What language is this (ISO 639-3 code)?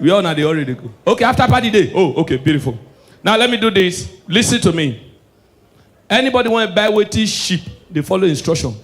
pcm